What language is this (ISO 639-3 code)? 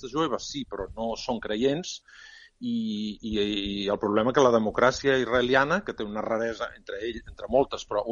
cat